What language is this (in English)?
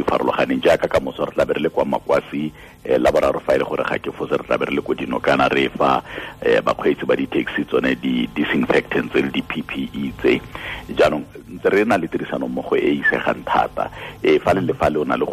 Tswana